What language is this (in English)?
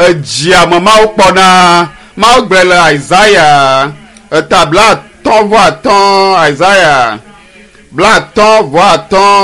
Ewe